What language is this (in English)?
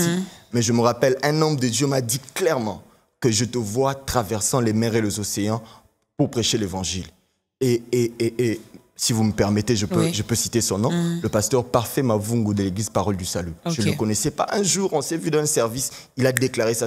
French